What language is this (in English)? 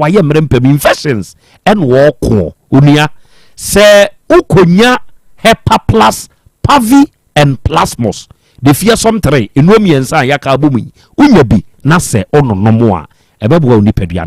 Akan